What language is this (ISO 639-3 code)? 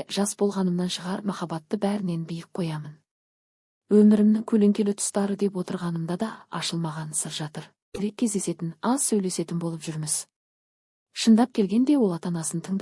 kaz